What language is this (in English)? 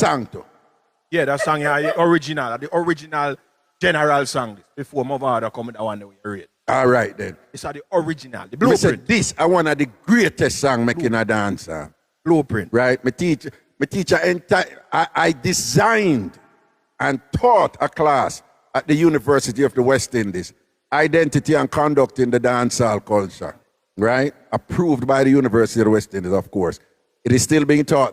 Jamaican Creole English